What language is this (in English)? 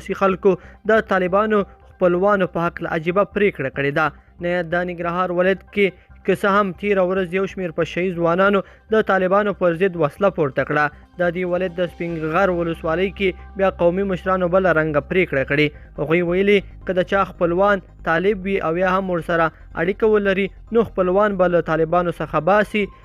Pashto